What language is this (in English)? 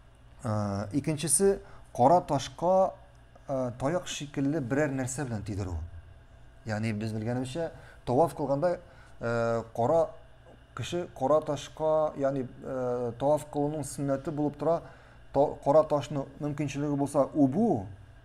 Tatar